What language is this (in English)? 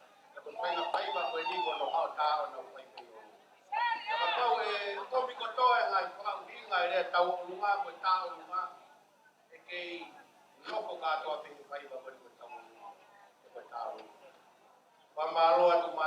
Tongan